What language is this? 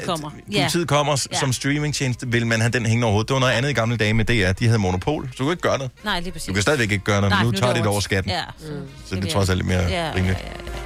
Danish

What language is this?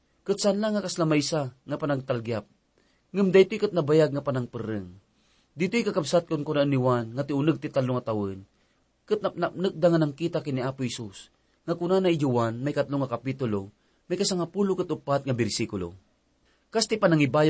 Iloko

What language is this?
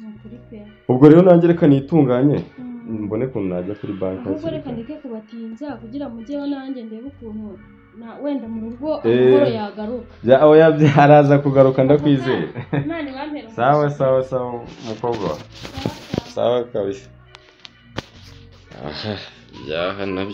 Kinyarwanda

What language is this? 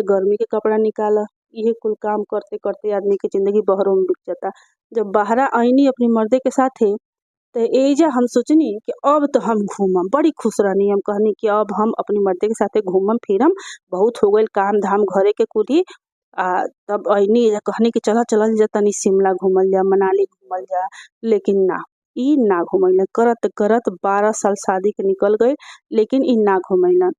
Bhojpuri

